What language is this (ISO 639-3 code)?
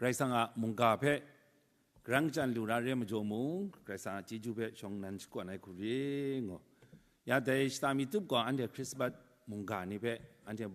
kac